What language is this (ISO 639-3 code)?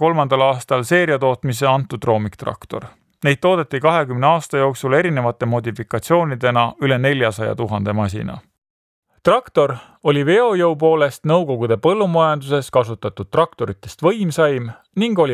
est